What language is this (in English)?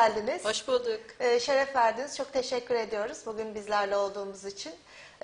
Turkish